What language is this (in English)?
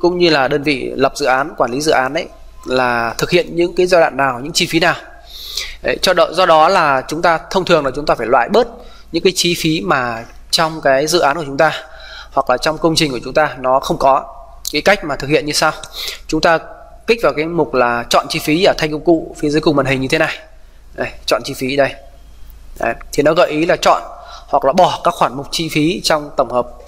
Vietnamese